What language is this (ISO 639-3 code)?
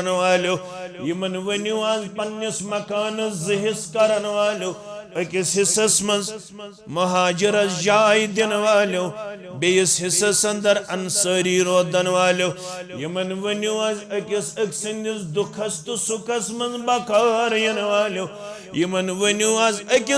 kas